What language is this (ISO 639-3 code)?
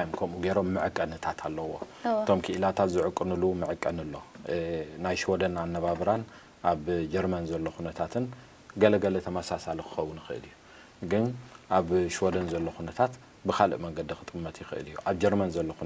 tir